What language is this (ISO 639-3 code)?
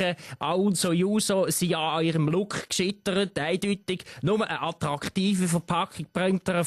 gsw